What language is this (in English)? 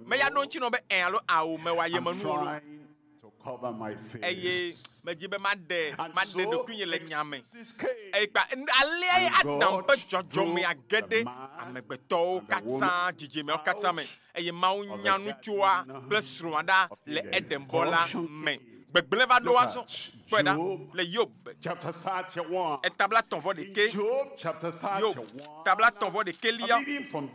Ewe